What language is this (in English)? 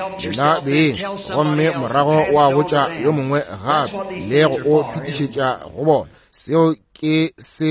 Northern Sotho